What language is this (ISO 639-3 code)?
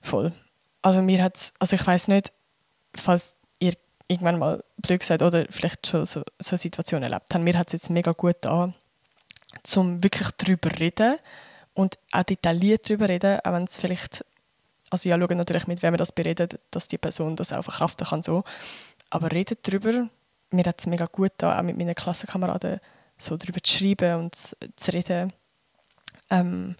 gsw